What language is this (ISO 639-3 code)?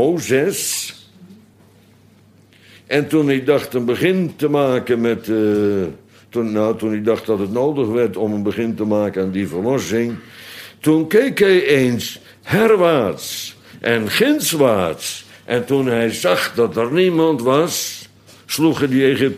nld